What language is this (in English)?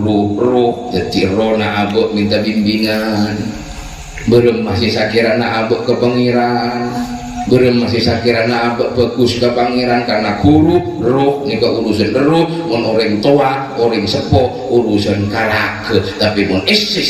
Madurese